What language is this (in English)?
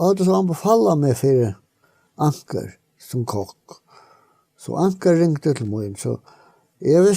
Faroese